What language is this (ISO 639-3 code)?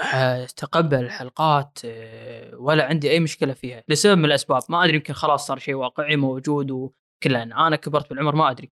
afb